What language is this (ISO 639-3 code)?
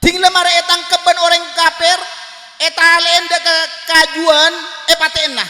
mad